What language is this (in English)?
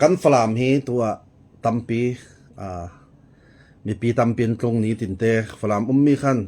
Falam Chin